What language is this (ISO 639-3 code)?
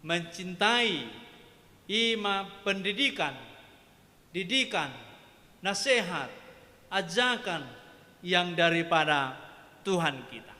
bbc